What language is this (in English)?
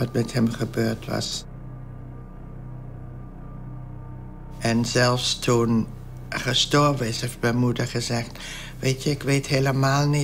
Dutch